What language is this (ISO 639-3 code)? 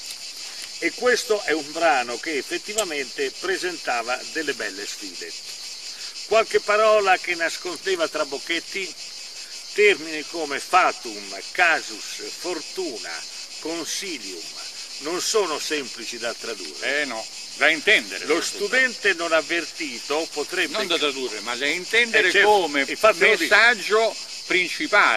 ita